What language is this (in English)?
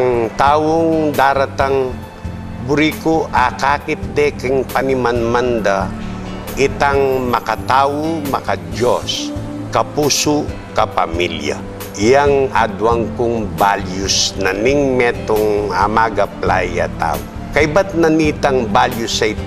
Pampanga